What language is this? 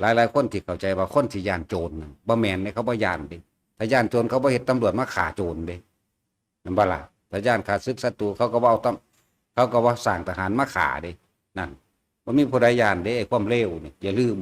Northeastern Thai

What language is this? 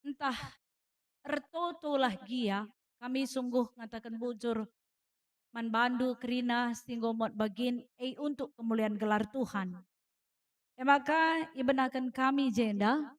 Batak Karo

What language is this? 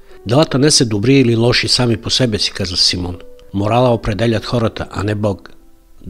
Bulgarian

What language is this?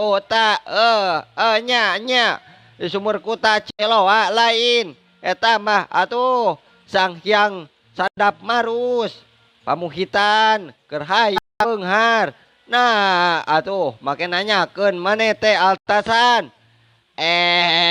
Sundanese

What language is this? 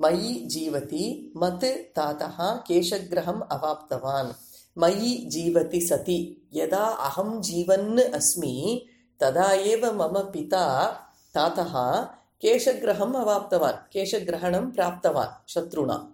Sanskrit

